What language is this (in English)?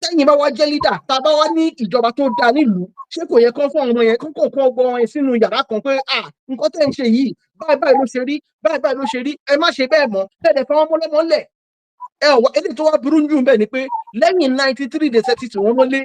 Yoruba